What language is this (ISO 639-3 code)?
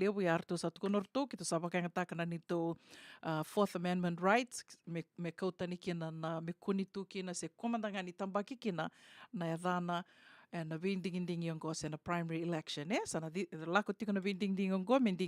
fij